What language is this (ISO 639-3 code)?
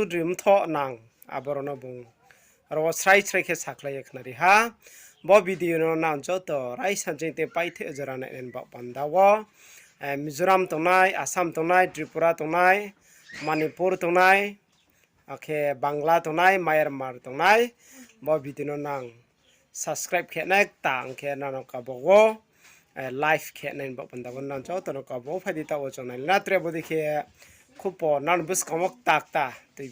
ria